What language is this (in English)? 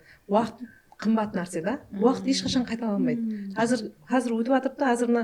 Kara-Kalpak